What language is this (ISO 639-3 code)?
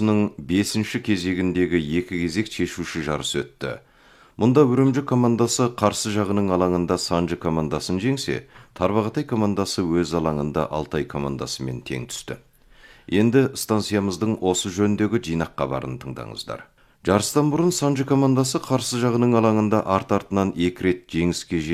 kaz